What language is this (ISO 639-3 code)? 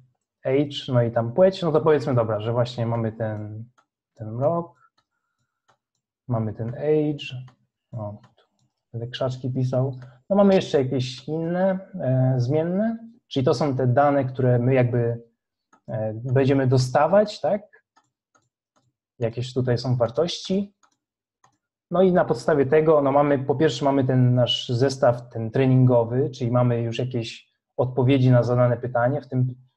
pol